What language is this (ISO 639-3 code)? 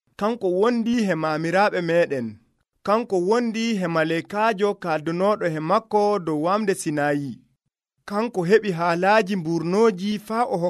fuv